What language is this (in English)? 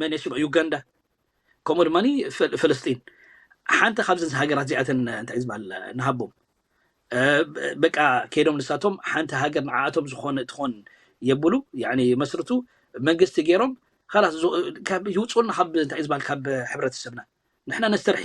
Tigrinya